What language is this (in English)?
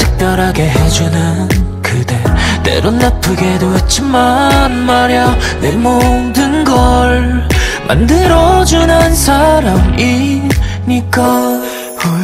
Korean